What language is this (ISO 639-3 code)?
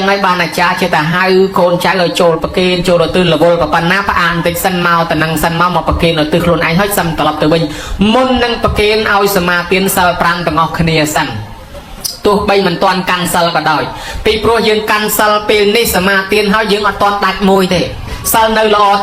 khm